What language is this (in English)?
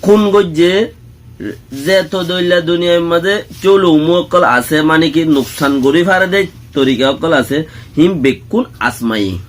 Rohingya